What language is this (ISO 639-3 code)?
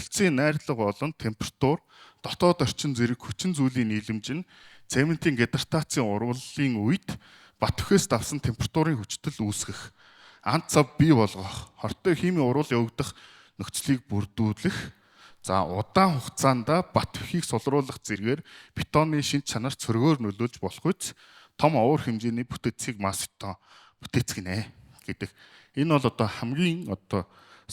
mon